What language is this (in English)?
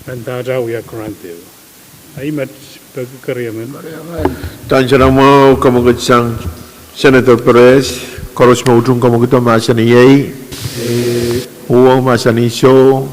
Pohnpeian